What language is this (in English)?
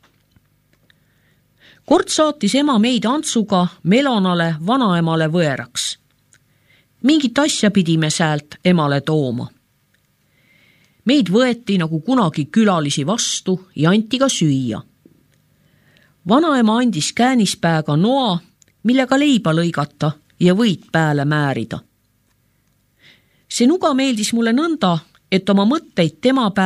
Estonian